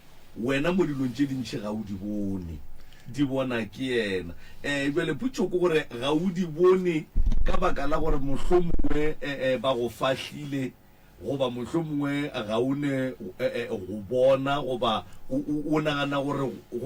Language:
Northern Sotho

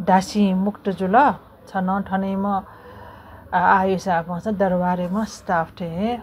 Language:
Newari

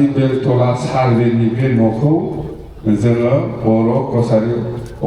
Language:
Bodo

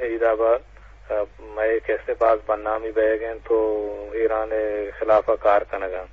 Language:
Eastern Balochi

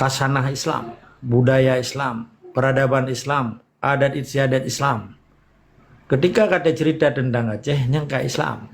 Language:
Achinese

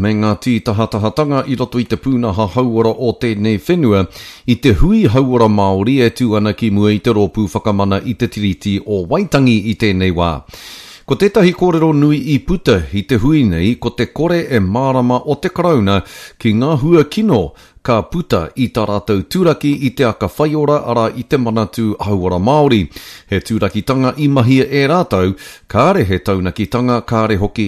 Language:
Māori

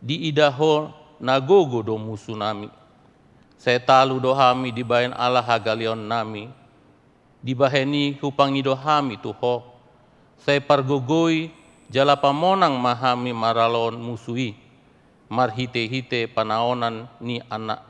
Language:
Batak Toba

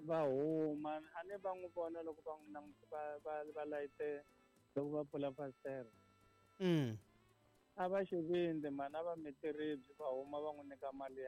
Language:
Tsonga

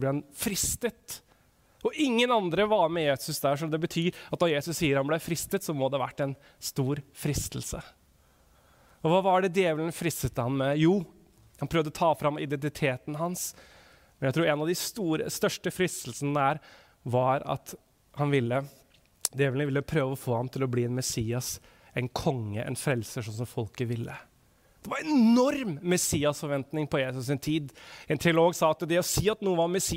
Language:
Norwegian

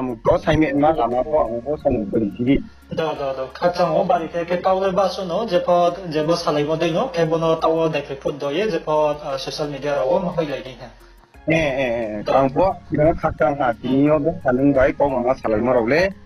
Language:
Riang (India)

